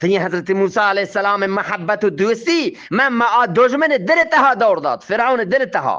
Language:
Eastern Balochi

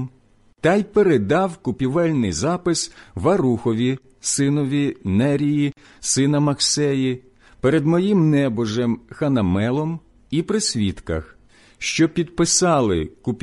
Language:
Ukrainian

